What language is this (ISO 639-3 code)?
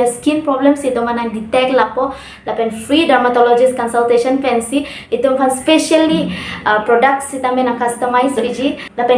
mjw